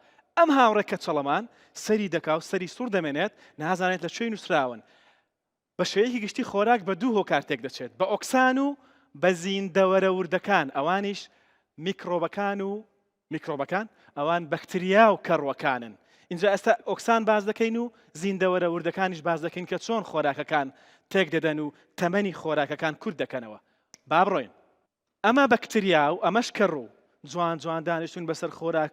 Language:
Central Kurdish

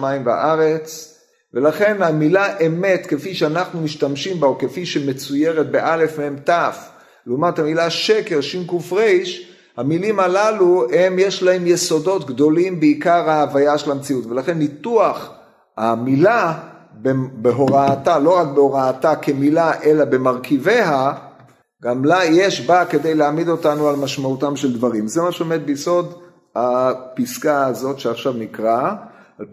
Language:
Hebrew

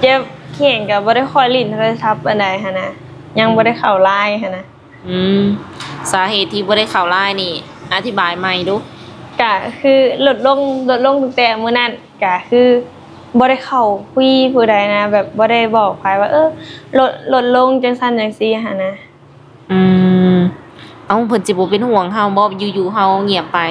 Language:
Lao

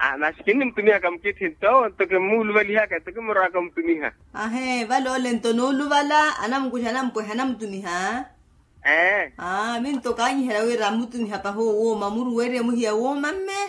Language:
Makhuwa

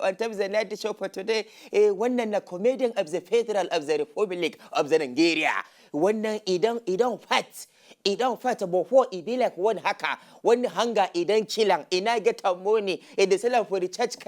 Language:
Nigerian Pidgin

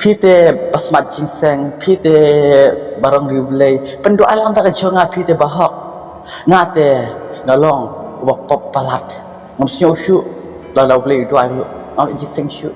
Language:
Khasi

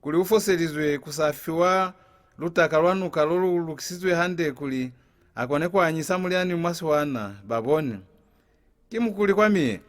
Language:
Lozi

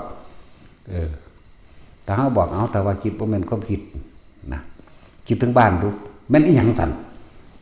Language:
Northeastern Thai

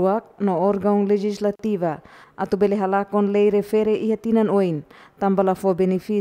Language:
Tetum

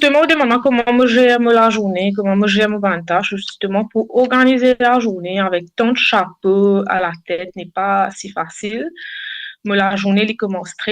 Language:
Morisyen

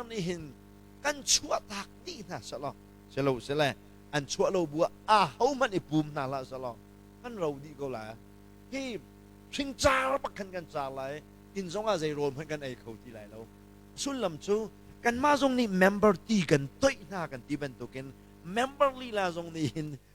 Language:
Hakha Chin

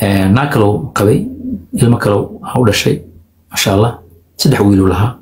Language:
Somali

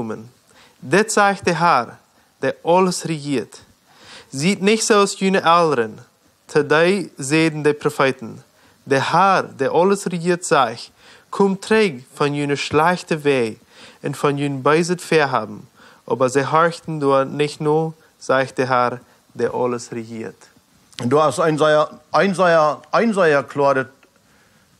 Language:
Plautdietsch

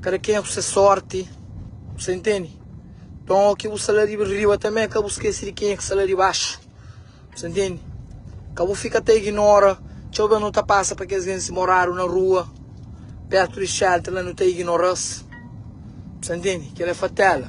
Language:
Kabuverdianu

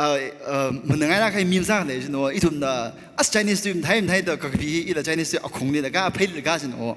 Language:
Tangkhul Naga (India)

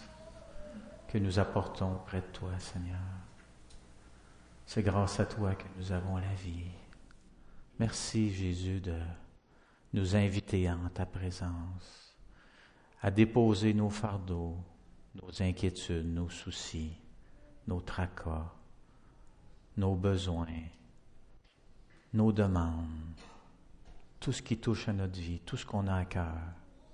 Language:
French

